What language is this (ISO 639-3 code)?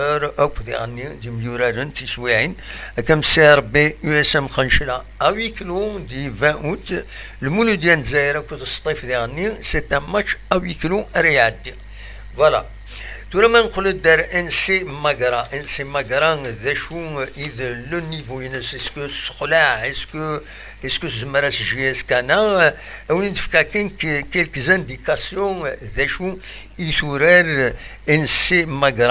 kab